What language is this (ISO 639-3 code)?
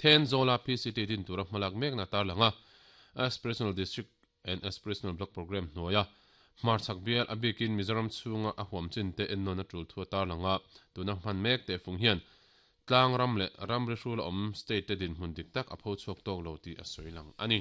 lus